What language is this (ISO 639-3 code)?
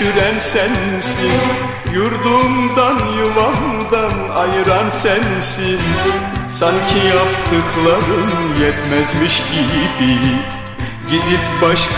tur